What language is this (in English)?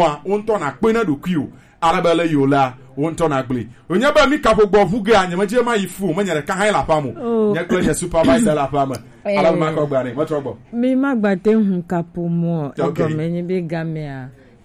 Gen